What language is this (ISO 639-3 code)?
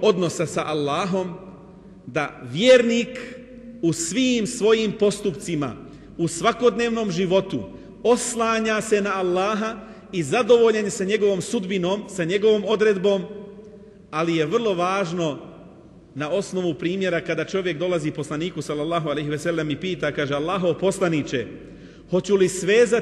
bos